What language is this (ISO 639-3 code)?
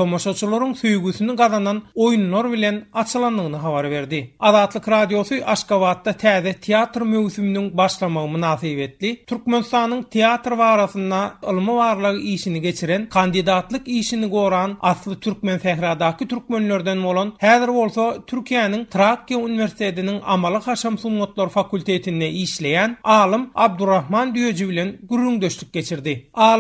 tuk